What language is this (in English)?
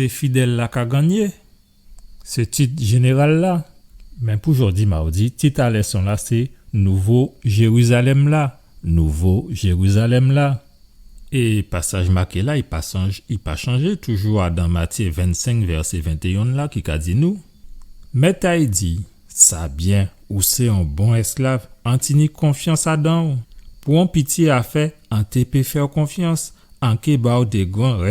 Guadeloupean Creole French